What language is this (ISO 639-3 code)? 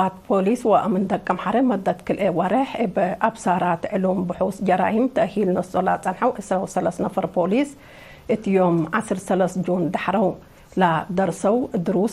tig